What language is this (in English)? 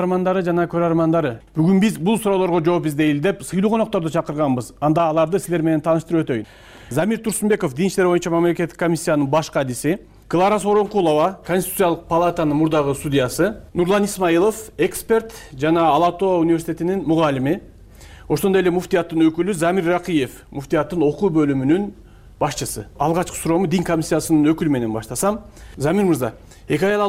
Kyrgyz